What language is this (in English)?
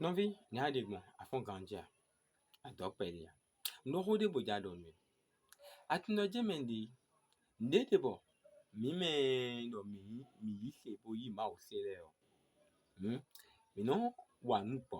Fon